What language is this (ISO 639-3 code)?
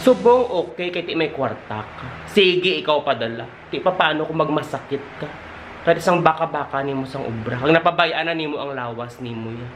hil